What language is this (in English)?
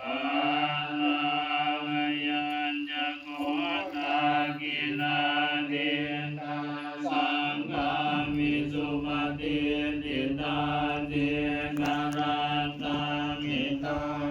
Pali